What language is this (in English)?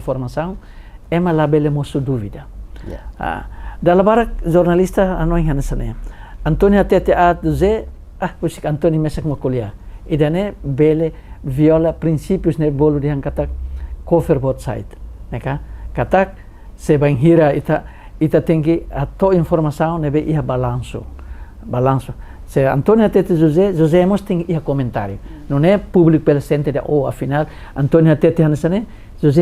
Tetum